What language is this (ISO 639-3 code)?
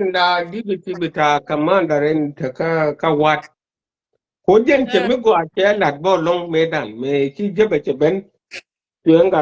nus